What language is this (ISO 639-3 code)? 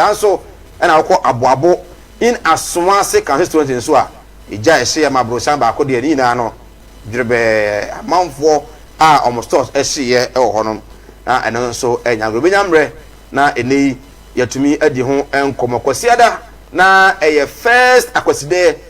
aka